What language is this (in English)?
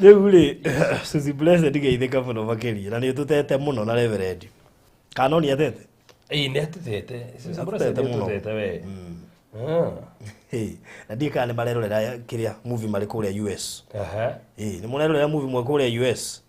Kikuyu